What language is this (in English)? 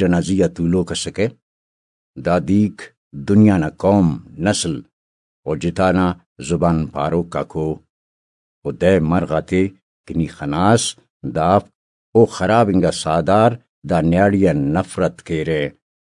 Brahui